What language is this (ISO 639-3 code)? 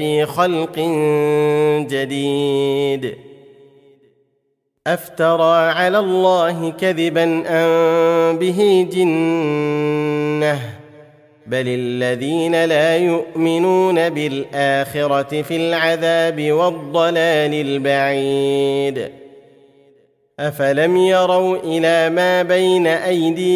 ara